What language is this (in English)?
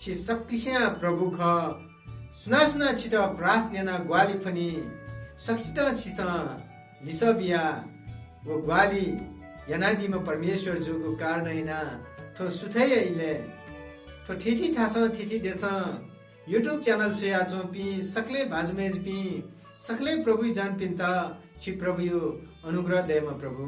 Newari